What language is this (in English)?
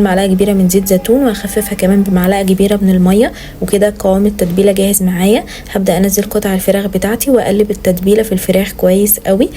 Egyptian Arabic